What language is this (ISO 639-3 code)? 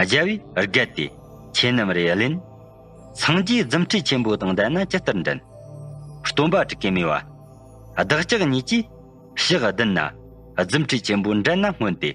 bod